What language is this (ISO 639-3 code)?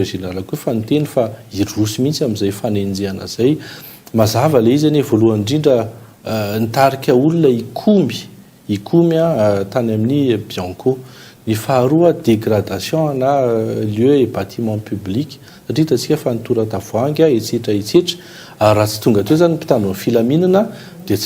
mlg